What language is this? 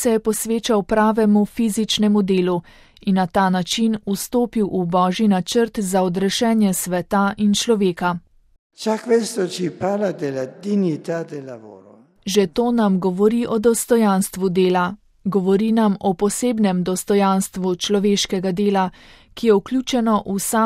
Slovenian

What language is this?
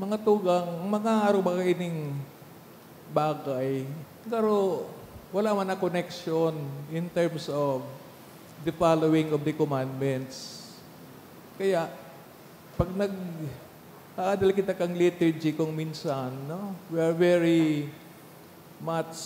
Bikol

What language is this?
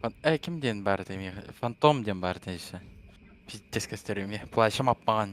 Yakut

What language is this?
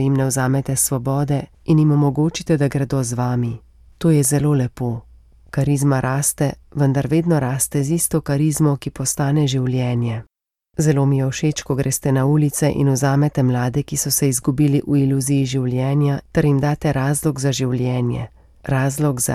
Slovenian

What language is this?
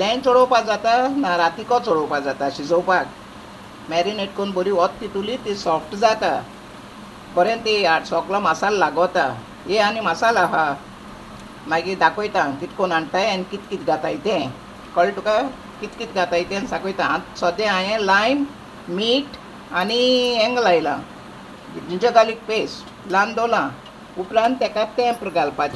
Konkani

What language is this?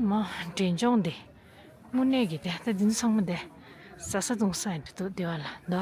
Tibetan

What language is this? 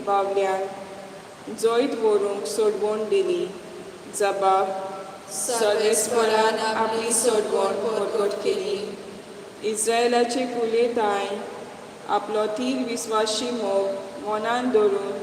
Konkani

